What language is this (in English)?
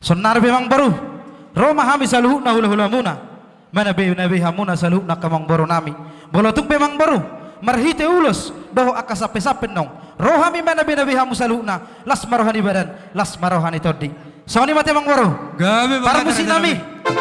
Batak Toba